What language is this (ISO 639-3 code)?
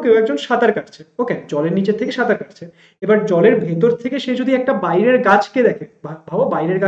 ben